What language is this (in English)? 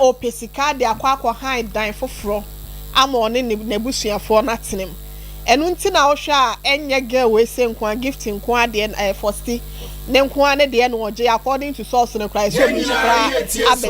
Akan